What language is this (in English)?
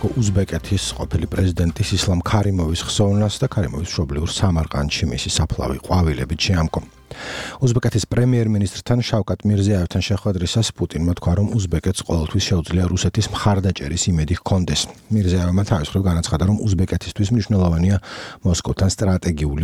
Georgian